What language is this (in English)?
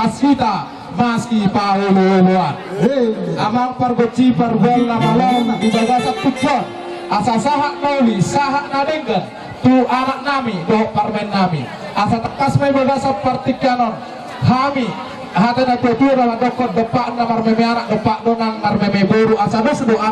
Batak Toba